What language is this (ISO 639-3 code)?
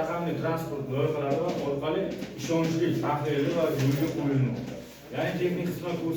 uzb